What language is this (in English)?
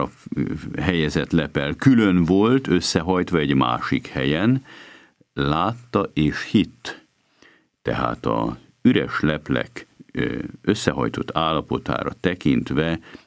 Hungarian